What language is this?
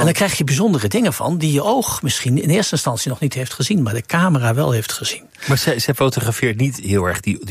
Dutch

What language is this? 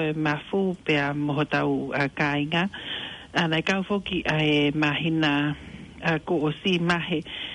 Tongan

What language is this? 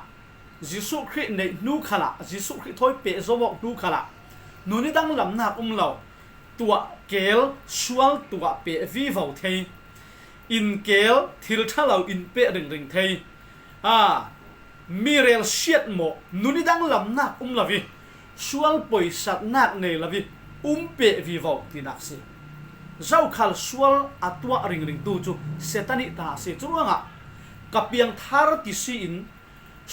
Falam Chin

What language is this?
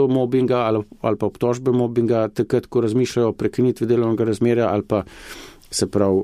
Slovenian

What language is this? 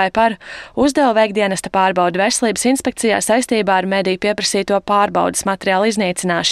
Latvian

